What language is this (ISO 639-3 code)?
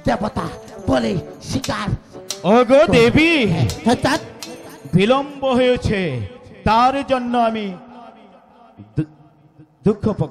ben